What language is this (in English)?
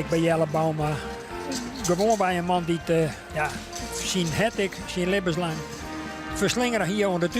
Western Frisian